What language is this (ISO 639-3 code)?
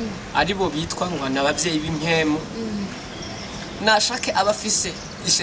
run